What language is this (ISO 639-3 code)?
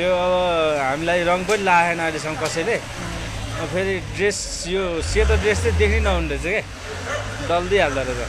nep